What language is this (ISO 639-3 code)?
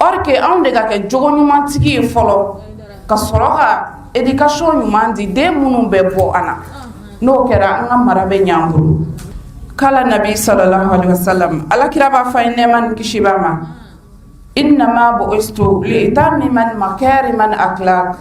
bam